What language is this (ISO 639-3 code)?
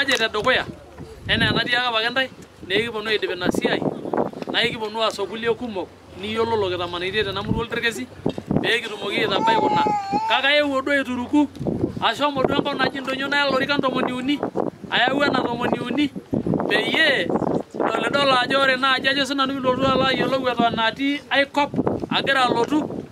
mas